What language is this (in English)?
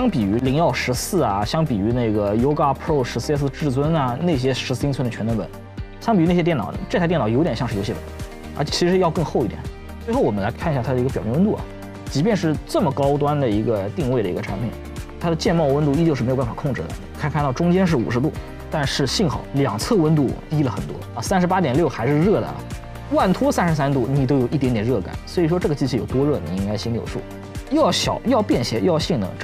Chinese